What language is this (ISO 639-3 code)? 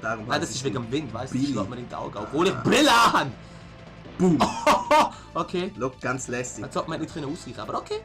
gsw